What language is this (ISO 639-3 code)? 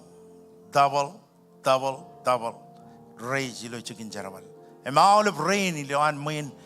mah